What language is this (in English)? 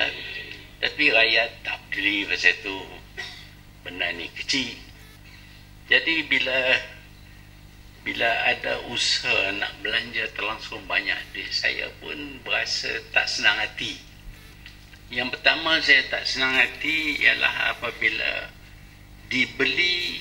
Malay